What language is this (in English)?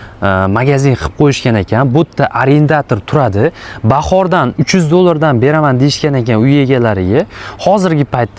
Uzbek